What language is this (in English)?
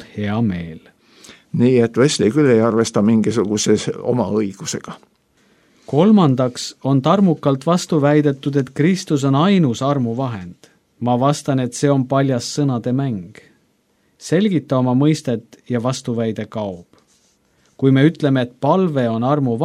Estonian